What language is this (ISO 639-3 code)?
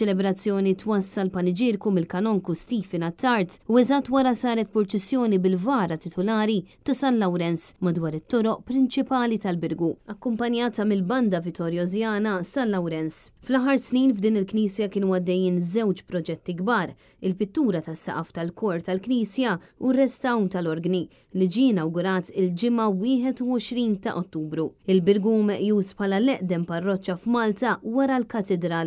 mlt